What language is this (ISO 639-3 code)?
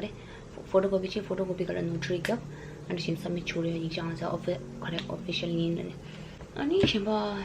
bod